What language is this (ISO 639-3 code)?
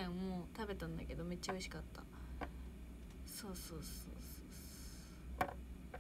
jpn